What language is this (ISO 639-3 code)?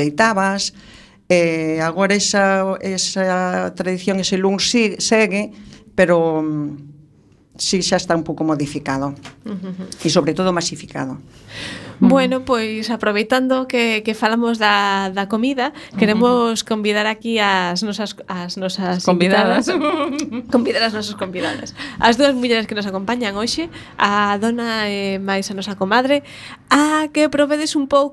glg